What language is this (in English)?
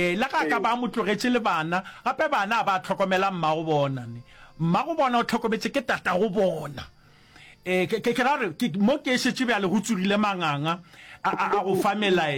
Northern Sotho